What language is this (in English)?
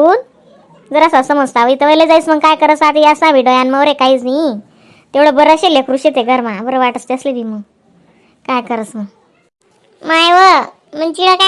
Khandesi